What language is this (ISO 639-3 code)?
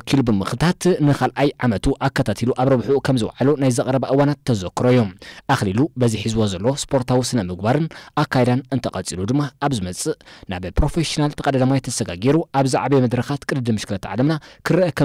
tir